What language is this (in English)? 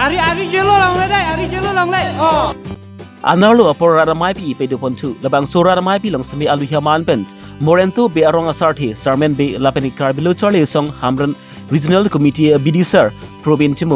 Karbi